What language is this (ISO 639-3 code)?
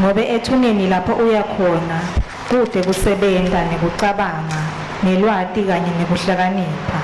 ssw